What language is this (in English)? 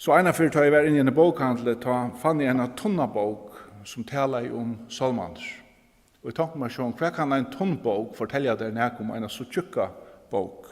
Faroese